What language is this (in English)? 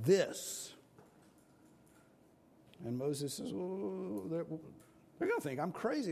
English